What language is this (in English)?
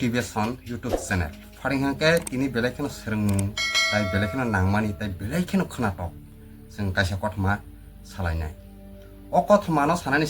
Kok Borok